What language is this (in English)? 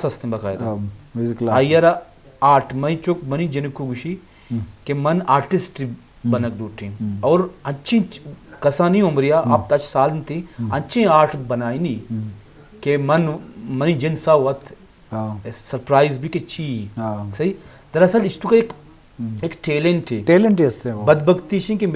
Eastern Balochi